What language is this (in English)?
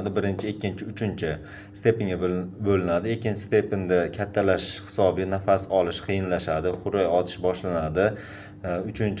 Uzbek